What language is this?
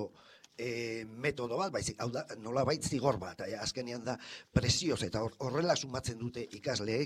Basque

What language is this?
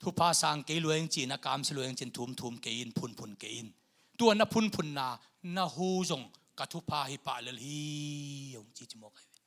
Tedim Chin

